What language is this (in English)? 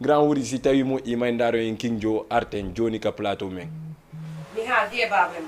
Fula